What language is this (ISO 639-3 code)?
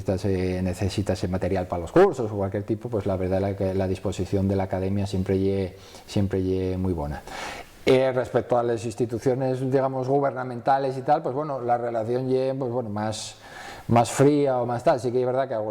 ast